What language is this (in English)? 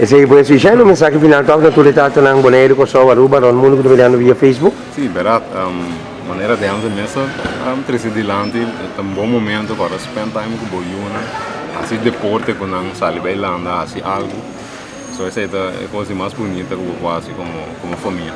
Papiamento